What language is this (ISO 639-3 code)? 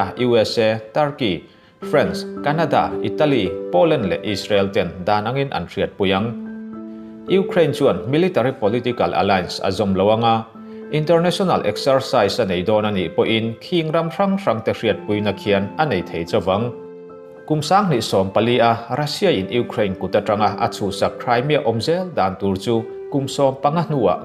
lus